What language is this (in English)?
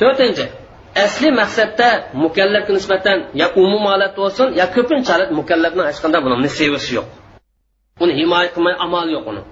Uyghur